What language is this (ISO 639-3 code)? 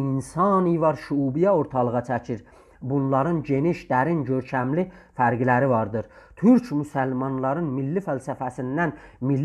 azb